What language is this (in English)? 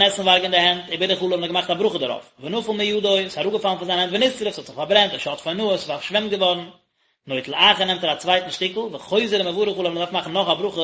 Yiddish